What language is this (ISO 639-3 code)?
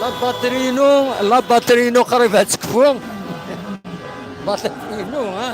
kab